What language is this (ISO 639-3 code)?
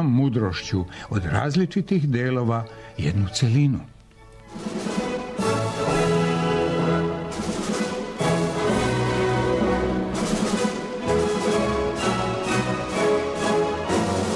srp